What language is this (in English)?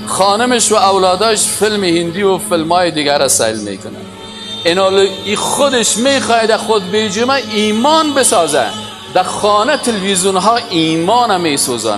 Persian